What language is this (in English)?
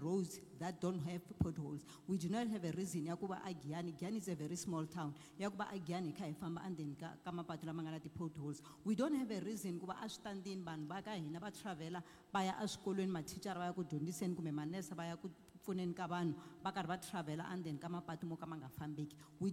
Tsonga